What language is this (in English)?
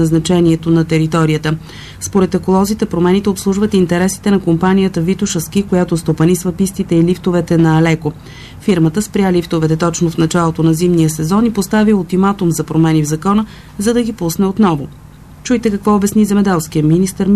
Bulgarian